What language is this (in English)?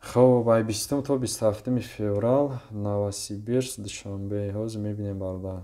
Tajik